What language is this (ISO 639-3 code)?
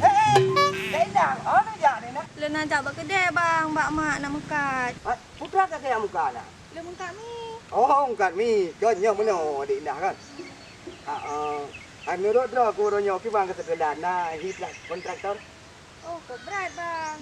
ace